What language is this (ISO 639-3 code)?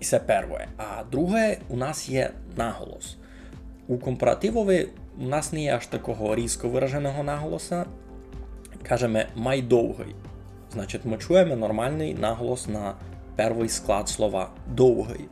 rue